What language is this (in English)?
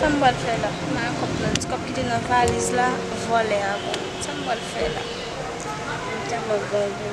Haitian Creole